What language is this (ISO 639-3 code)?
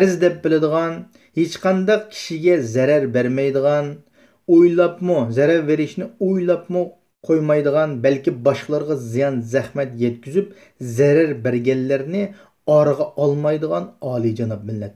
uig